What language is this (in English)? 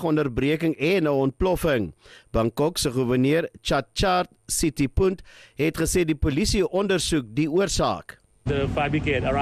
Afrikaans